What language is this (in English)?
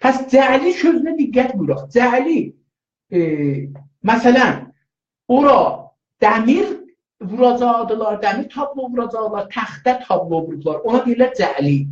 South Azerbaijani